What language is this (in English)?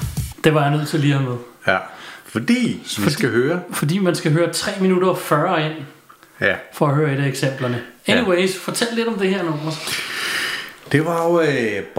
Danish